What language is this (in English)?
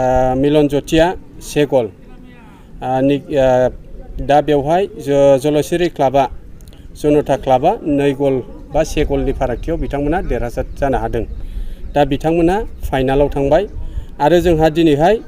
Bodo